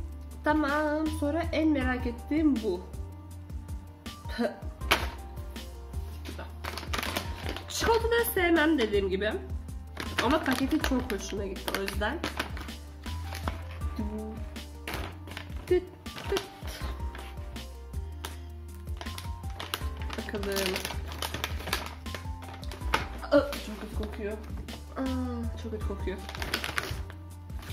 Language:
Turkish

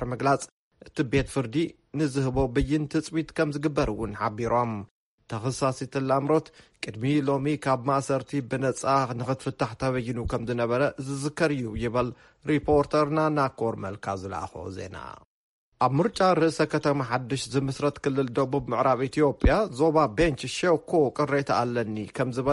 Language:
Tigrinya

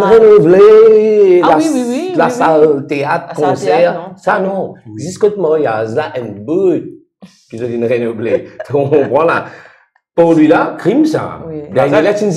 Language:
Morisyen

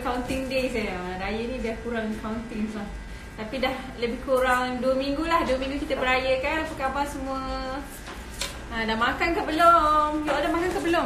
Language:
Malay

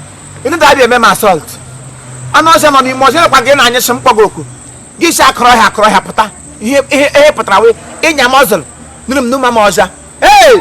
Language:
Igbo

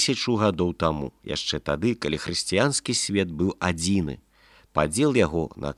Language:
Belarusian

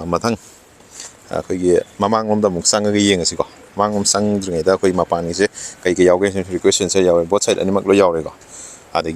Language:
Manipuri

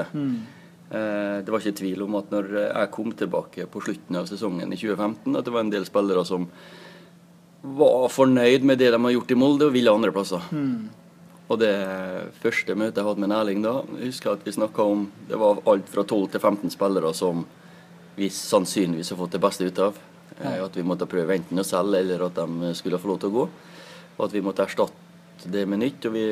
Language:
Norwegian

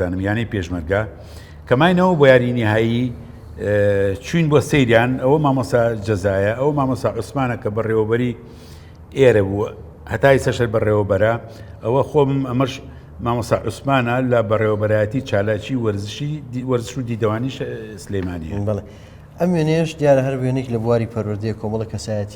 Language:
Central Kurdish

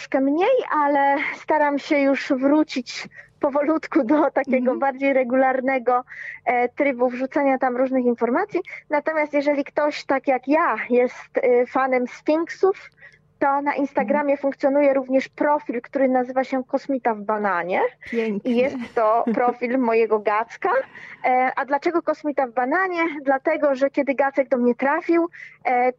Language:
Polish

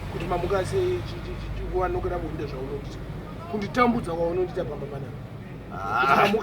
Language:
Shona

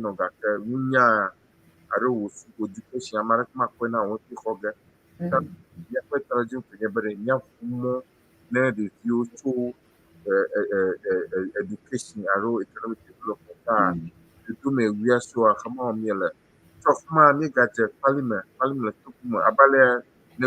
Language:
Ewe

